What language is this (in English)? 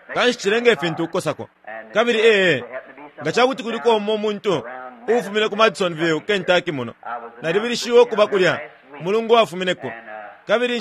Bemba